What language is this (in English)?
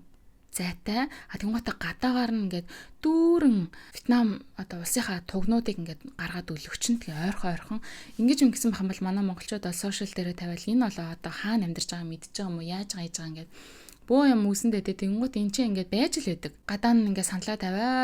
Mongolian